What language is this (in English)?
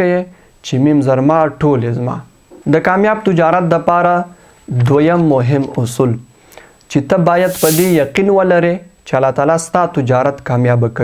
Pashto